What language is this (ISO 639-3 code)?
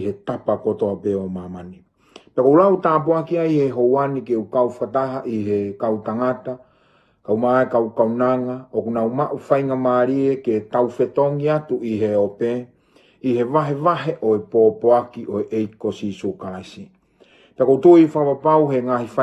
ton